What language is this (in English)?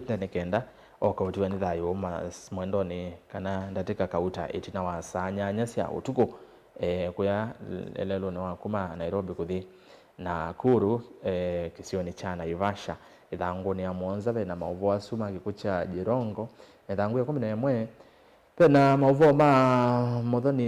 Kamba